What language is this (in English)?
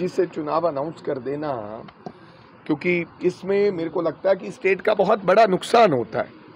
Punjabi